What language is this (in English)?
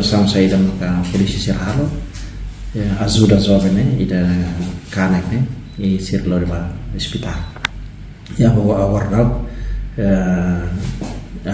Tetum